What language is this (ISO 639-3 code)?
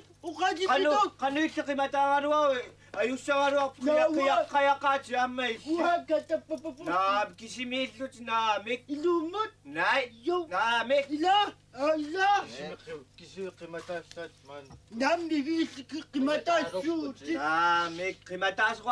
kal